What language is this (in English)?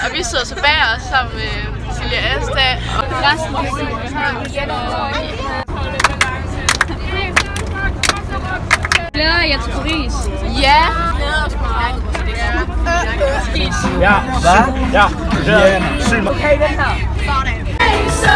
Danish